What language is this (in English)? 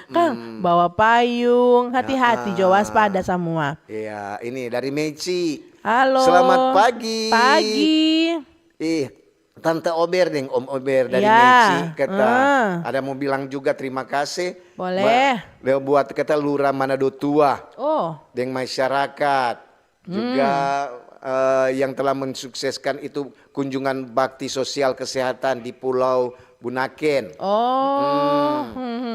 Manado Malay